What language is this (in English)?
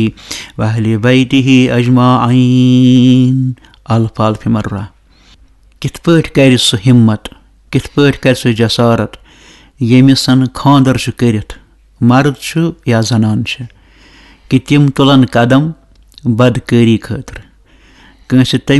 Kashmiri